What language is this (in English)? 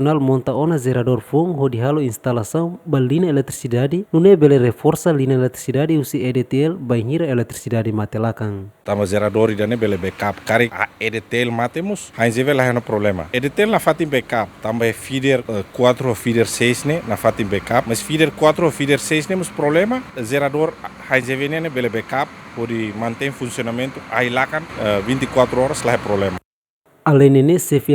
Tetum